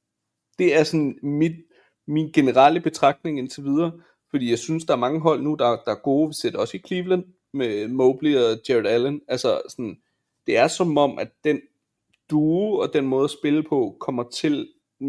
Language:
Danish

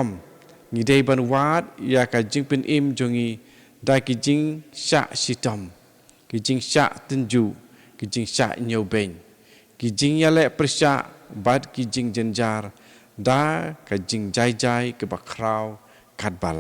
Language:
Khasi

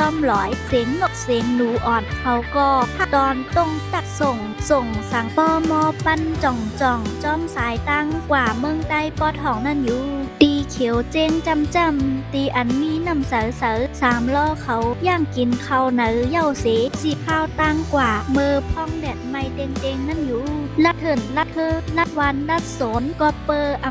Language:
Shan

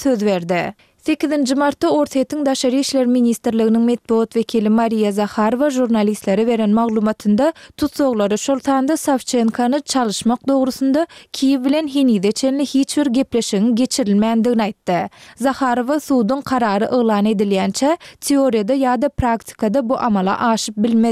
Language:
Turkmen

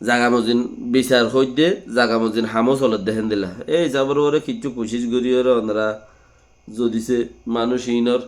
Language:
Rohingya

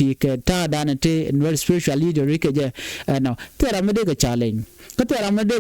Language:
Nuer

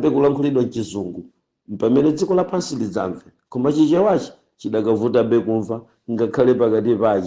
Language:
Nyanja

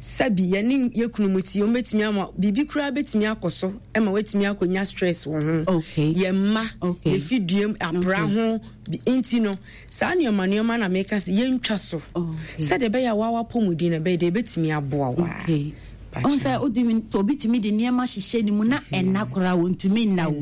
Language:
Akan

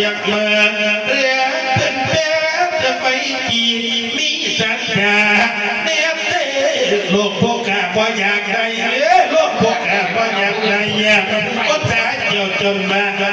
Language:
Northeastern Thai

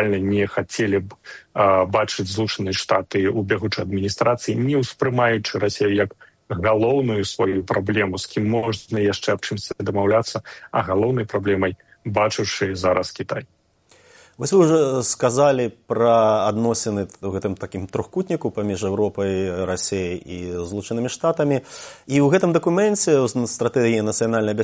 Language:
Belarusian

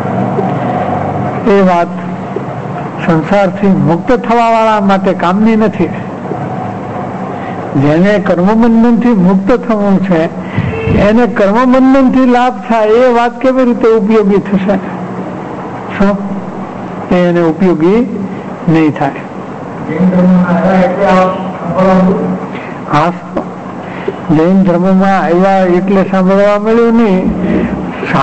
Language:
Gujarati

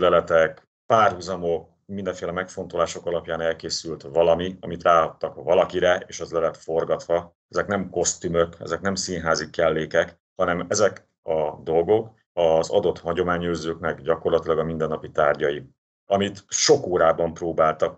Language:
Hungarian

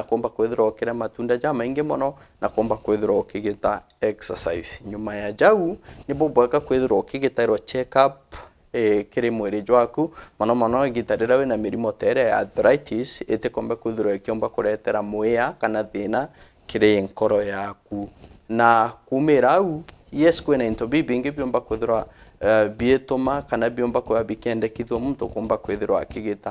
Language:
Meru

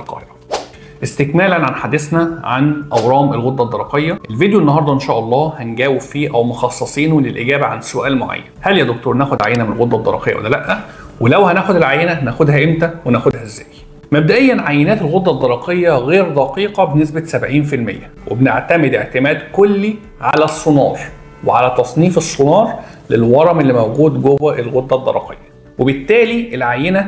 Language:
Egyptian Arabic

